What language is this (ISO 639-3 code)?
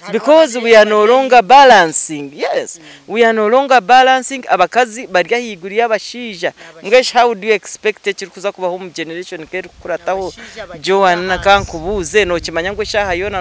nyn